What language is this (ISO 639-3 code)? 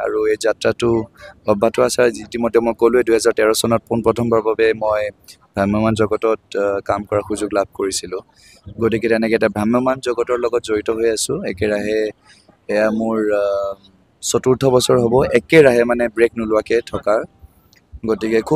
asm